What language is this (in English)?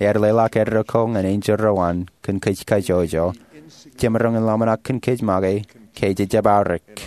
Marshallese